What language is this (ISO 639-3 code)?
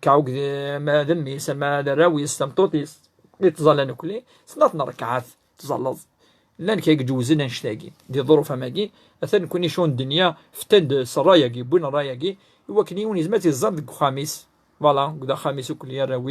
kab